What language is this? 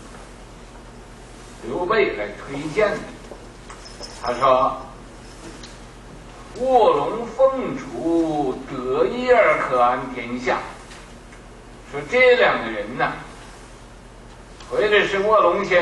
Chinese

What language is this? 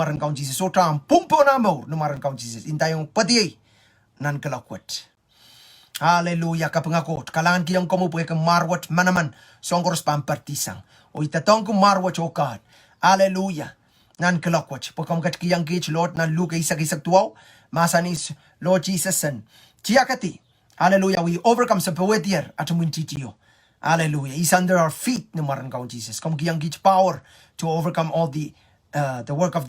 Pohnpeian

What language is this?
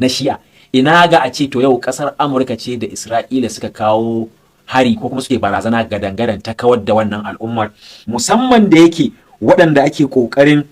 Hausa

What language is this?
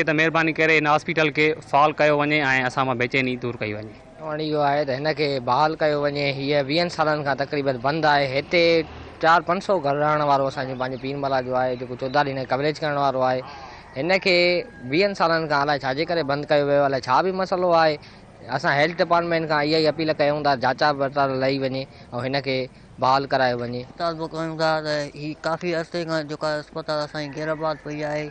Sindhi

